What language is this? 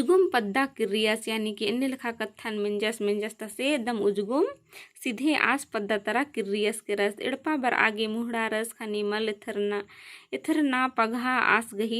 Kurukh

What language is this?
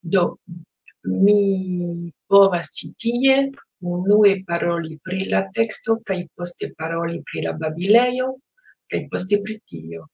Esperanto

